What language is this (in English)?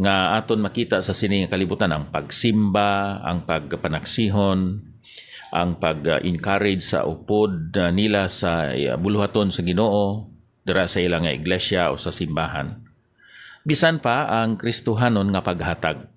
Hiligaynon